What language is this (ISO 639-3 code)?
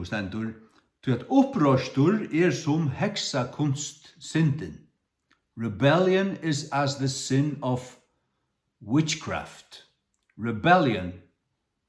fao